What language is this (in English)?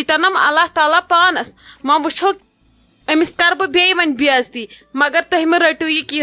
Kashmiri